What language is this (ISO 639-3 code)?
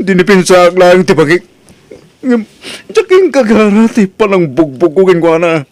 ilo